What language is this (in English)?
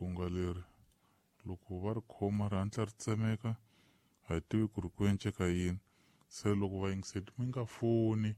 Tsonga